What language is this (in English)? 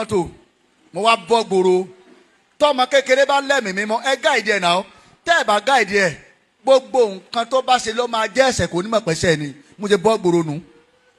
Yoruba